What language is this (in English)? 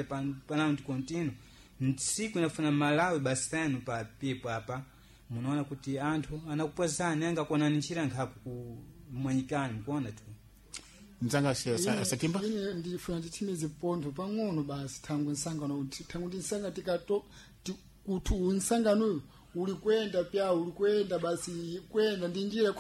Sena